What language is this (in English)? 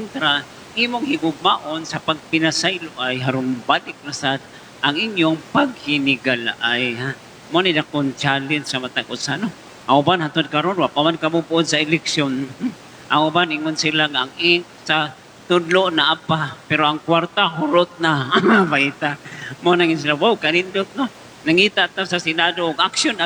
Cebuano